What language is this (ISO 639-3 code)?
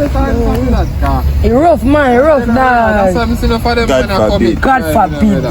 jam